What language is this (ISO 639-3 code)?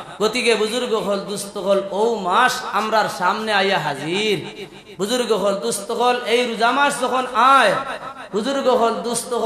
syl